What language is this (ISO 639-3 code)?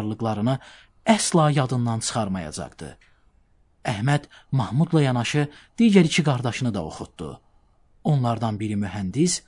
aze